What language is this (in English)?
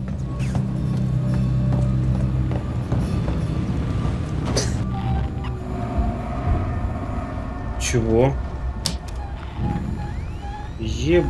Russian